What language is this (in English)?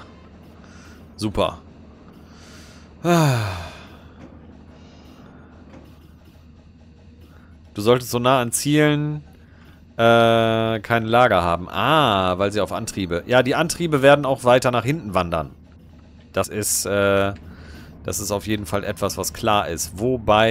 German